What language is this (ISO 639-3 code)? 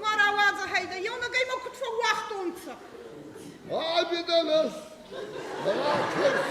oss